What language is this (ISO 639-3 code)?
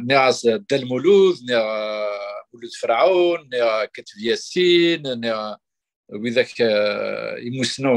kab